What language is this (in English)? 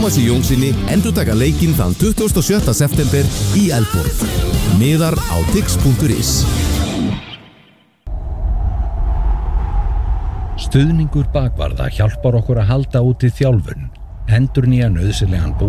Icelandic